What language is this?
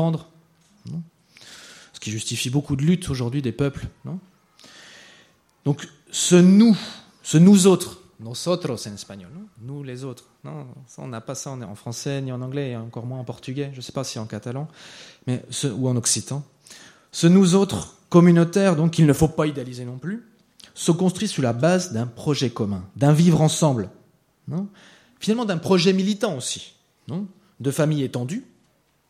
French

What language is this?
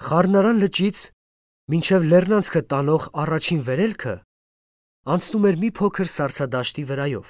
Armenian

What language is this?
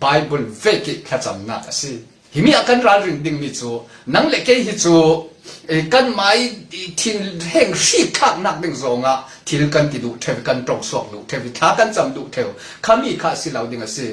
Falam Chin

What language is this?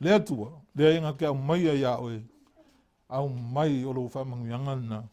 Samoan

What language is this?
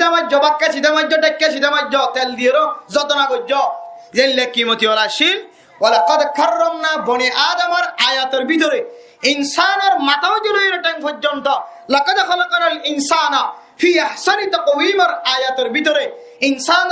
Rohingya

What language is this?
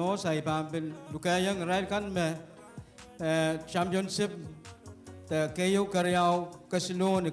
Pohnpeian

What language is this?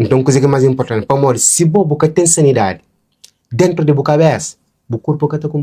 Kabuverdianu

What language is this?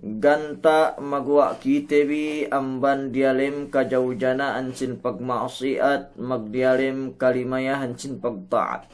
Yakan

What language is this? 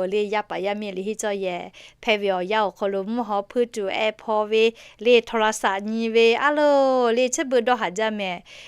Lahu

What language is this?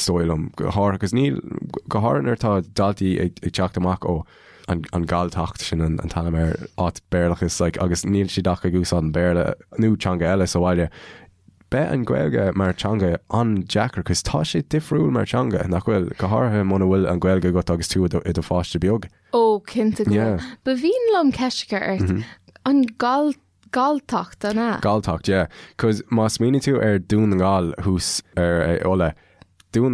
Irish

